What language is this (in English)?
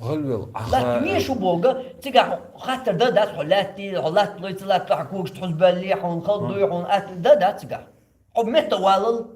Chechen